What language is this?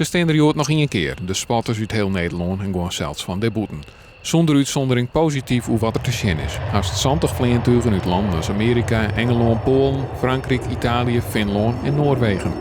Western Frisian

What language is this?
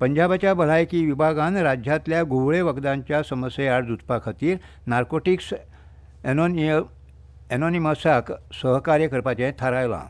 Konkani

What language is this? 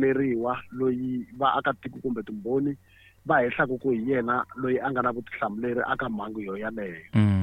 Tsonga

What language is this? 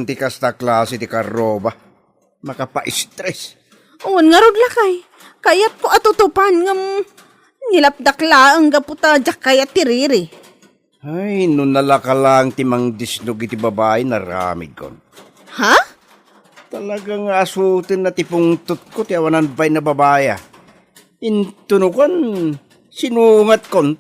Iloko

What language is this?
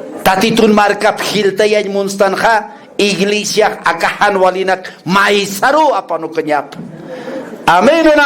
Aymara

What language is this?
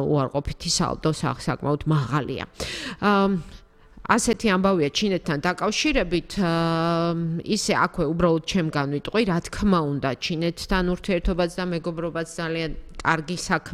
Georgian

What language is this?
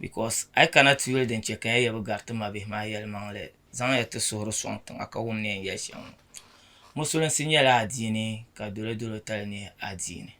Dagbani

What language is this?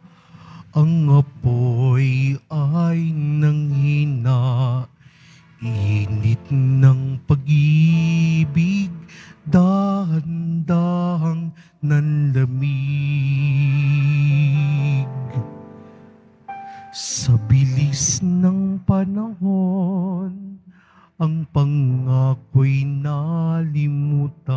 Filipino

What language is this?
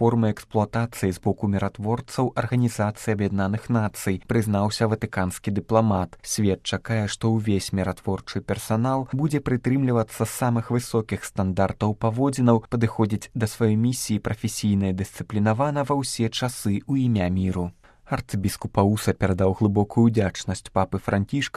Belarusian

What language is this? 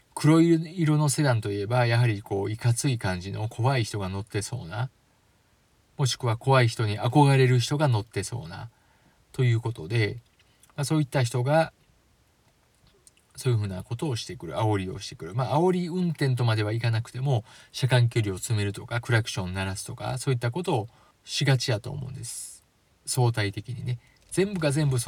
Japanese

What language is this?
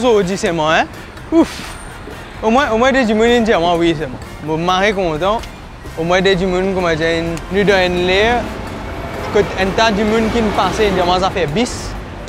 Morisyen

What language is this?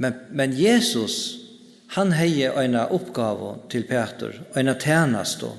Faroese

